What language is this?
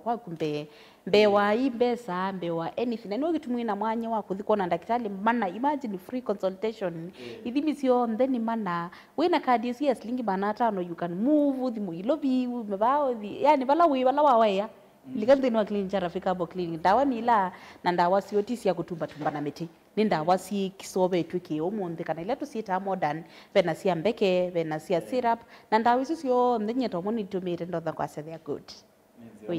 Kamba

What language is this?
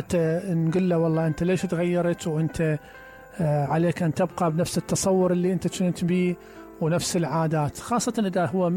Mesopotamian Arabic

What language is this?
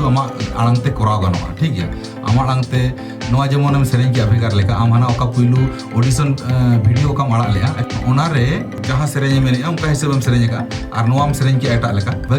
Santali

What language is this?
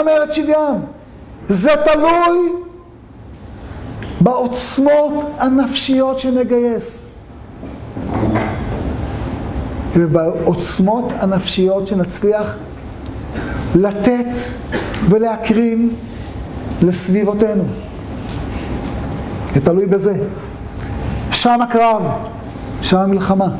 Hebrew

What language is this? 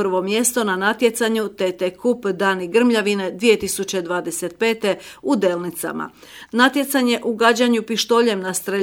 Croatian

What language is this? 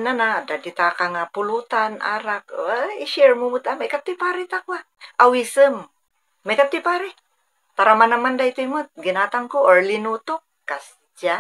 Iloko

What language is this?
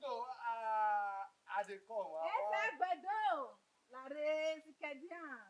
Bini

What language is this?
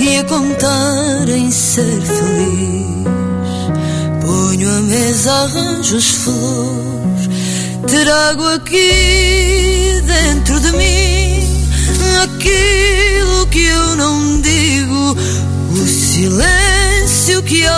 Portuguese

